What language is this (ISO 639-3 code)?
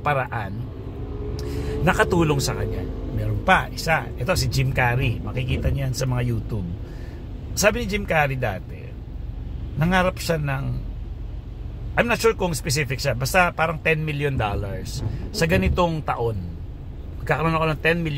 fil